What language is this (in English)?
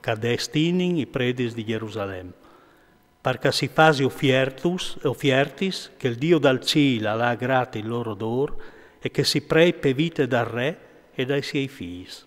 Friulian